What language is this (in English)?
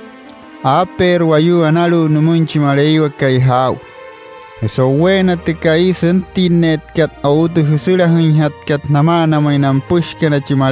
Wayuu